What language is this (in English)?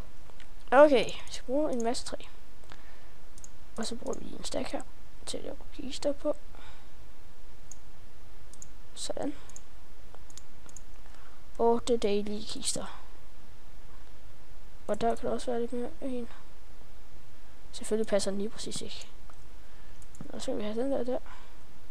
Danish